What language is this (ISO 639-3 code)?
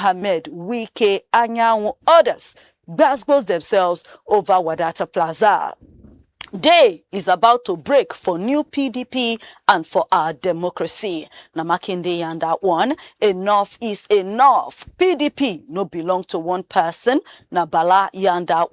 pcm